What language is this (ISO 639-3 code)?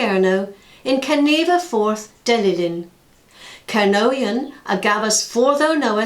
cor